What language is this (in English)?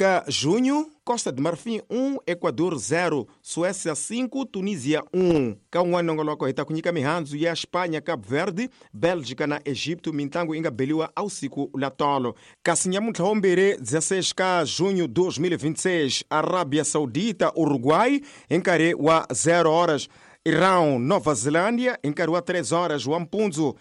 Tsonga